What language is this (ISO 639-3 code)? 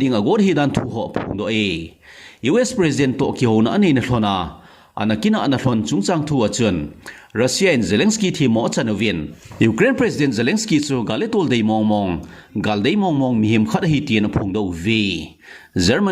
tcz